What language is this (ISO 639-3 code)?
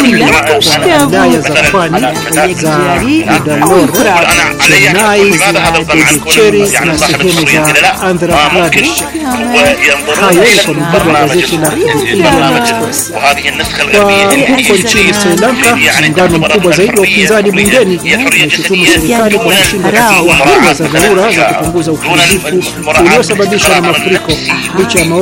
swa